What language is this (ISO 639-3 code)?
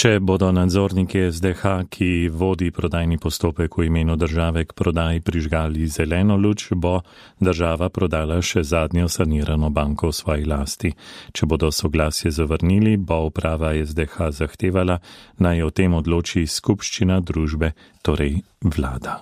slv